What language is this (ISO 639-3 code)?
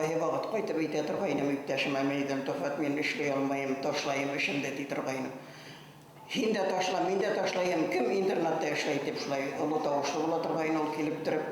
bak